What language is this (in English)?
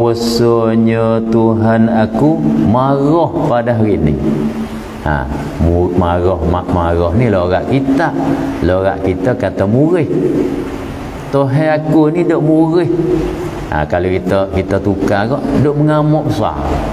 Malay